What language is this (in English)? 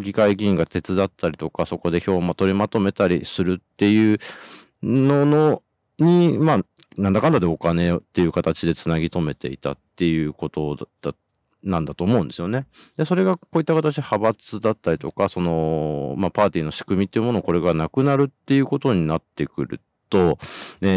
Japanese